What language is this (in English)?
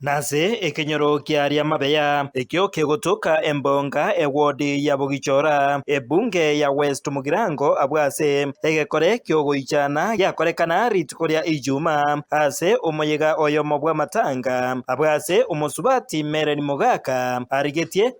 Gusii